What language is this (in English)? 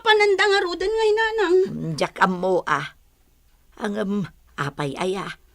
Iloko